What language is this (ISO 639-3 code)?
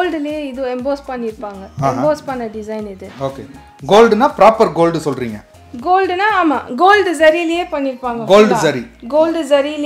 tam